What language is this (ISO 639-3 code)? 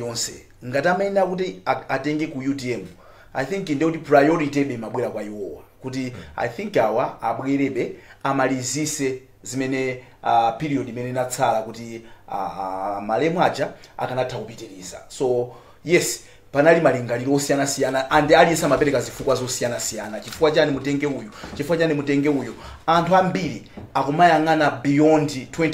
nya